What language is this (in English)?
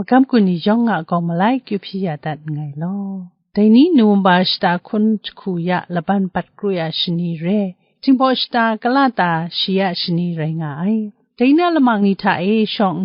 Kachin